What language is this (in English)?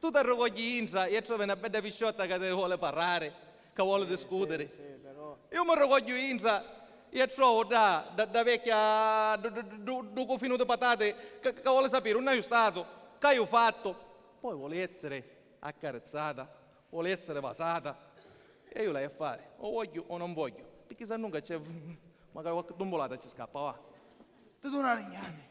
Sicilian